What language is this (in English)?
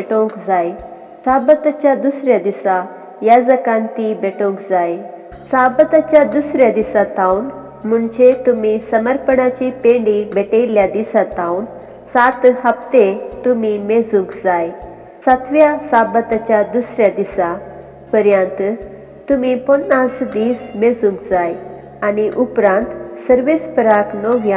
Konkani